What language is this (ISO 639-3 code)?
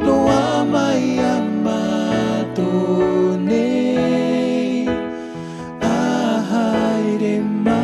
tah